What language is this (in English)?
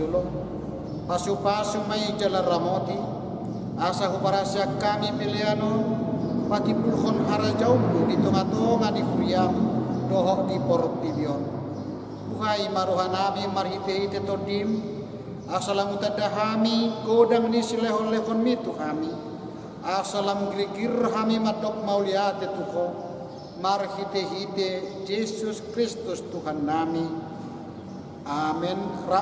Batak Toba